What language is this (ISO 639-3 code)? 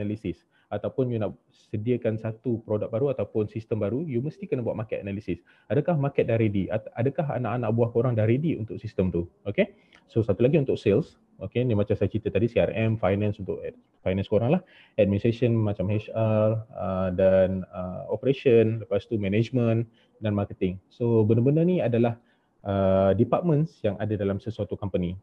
msa